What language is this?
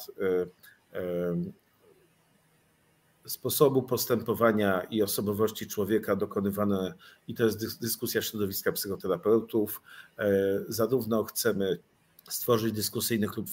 Polish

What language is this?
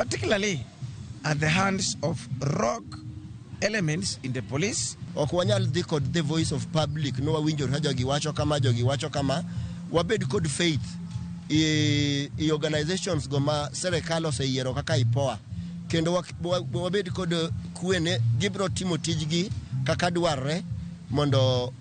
Luo (Kenya and Tanzania)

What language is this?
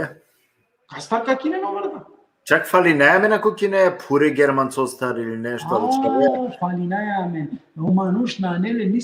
Balkan Romani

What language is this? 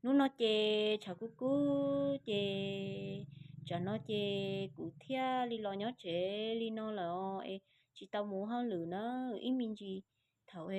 Hmong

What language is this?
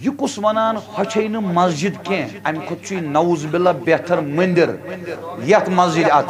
Kashmiri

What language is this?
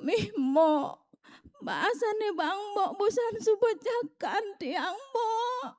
Balinese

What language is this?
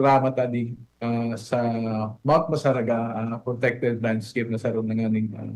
Bikol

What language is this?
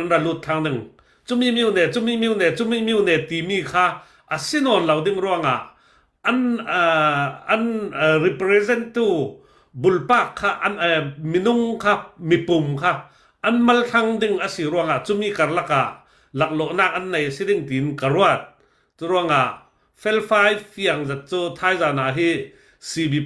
Falam Chin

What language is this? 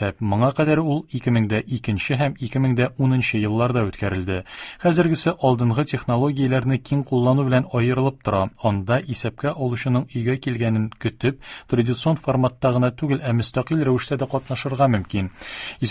Tatar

